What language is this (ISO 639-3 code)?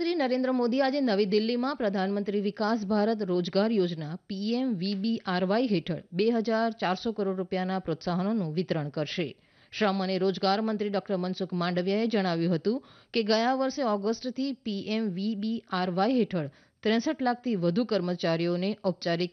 guj